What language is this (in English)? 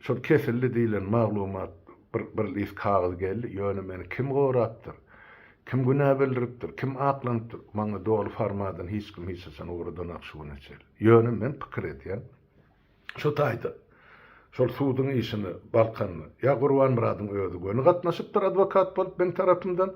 Turkmen